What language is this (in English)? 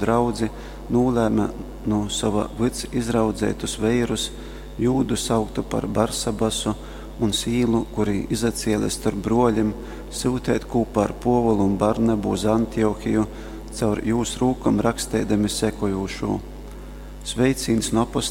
Latgalian